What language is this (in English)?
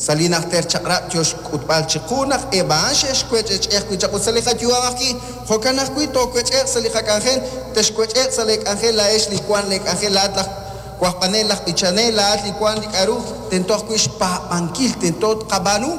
Kekchí